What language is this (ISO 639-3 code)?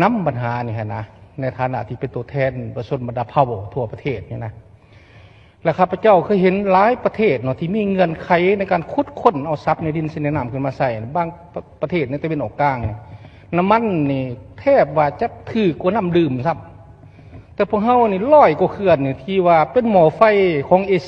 lao